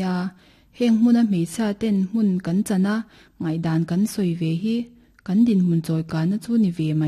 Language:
Mizo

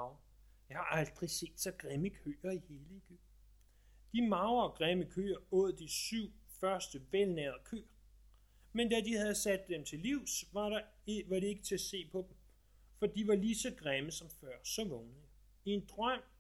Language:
Danish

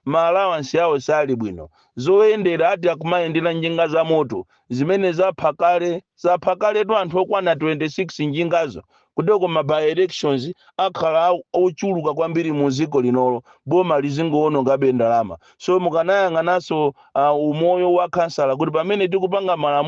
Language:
Nyanja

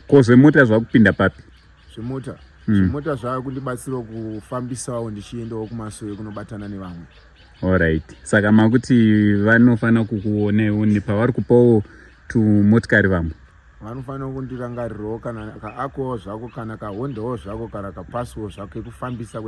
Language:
Shona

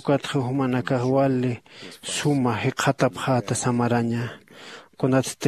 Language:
Aymara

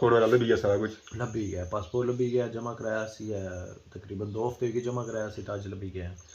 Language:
Pahari-Potwari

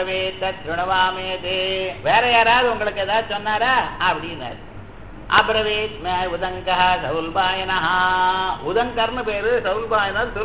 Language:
Tamil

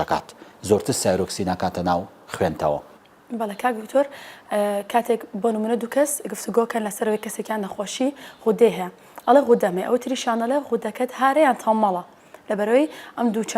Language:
Central Kurdish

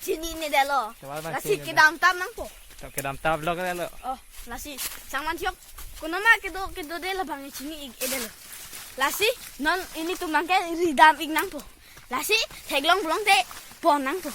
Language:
Karbi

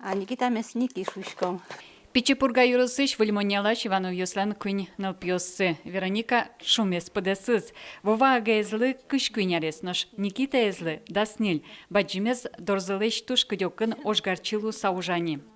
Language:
Udmurt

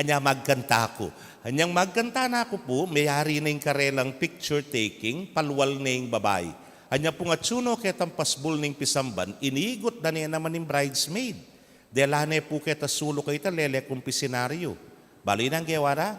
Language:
Pampanga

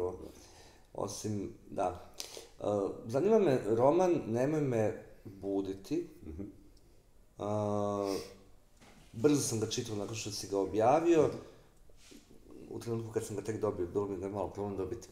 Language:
Bosnian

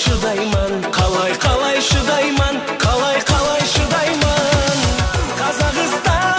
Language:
Kara-Kalpak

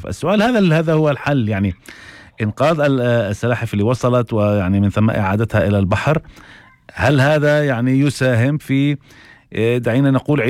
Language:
North Levantine Arabic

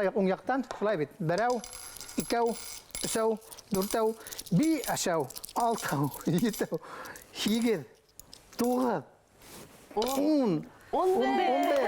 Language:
Bashkir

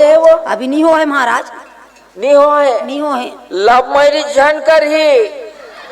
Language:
Chhattisgarhi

